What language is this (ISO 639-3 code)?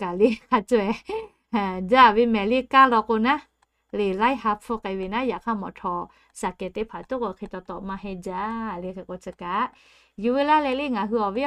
lhu